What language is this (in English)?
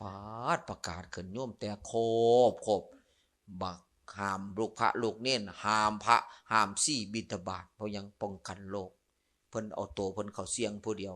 Lao